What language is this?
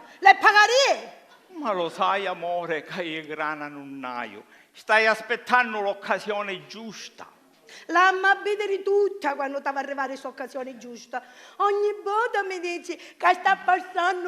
Sicilian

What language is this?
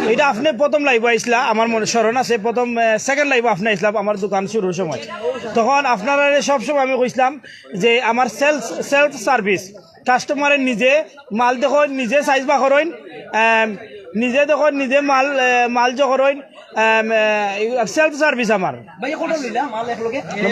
Sylheti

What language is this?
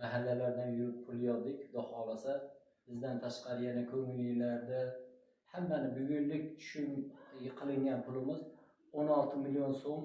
Uzbek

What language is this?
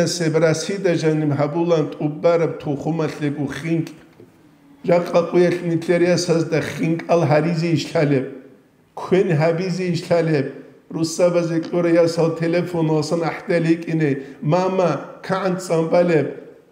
Avaric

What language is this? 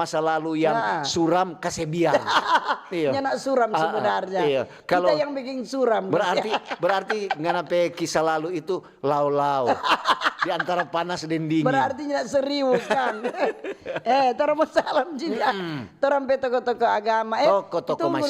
Manado Malay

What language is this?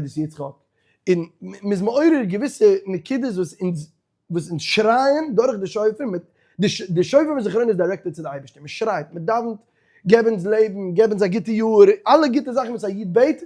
Yiddish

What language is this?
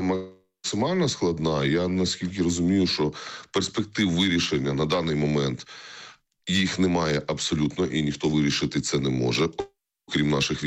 Ukrainian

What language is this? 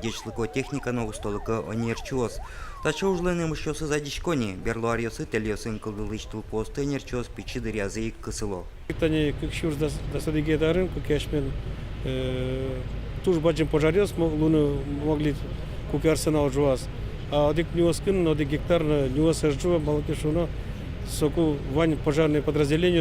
Udmurt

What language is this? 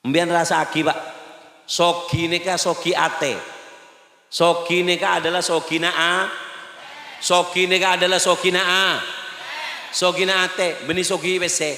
Madurese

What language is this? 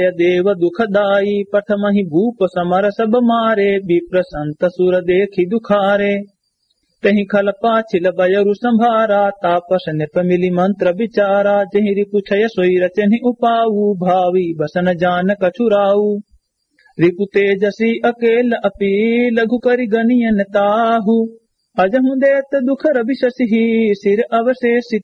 Awadhi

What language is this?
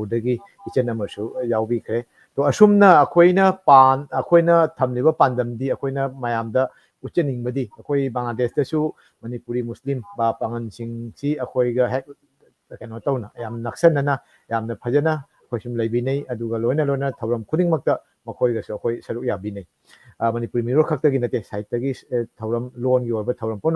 Manipuri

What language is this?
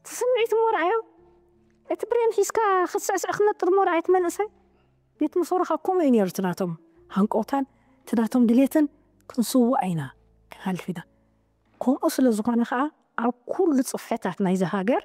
Tigrinya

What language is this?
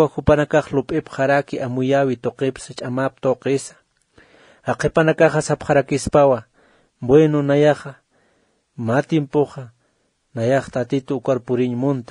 Aymara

